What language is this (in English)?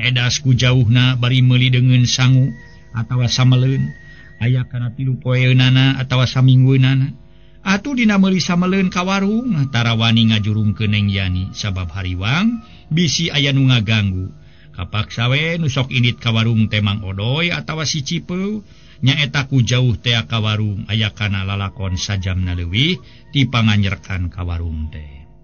Sundanese